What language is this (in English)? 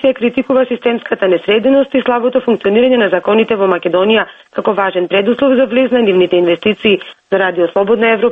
Macedonian